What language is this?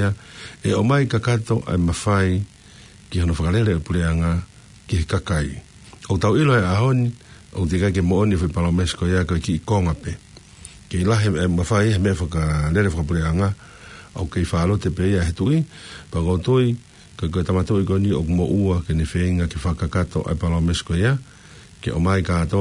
Tongan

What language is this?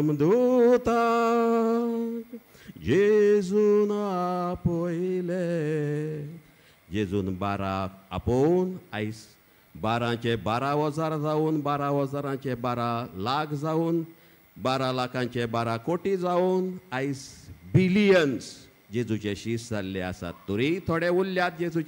Konkani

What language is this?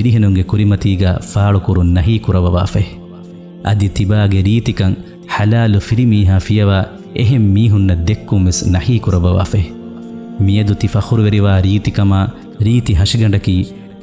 Divehi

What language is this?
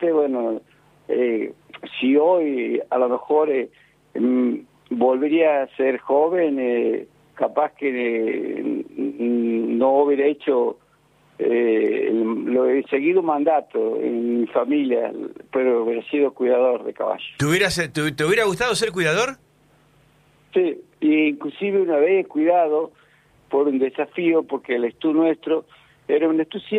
Spanish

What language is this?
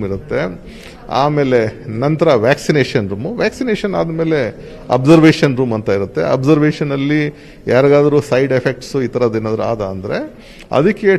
Kannada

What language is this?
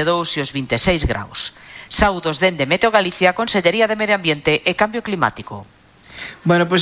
Galician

